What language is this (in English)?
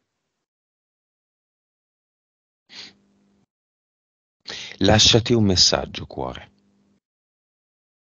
Italian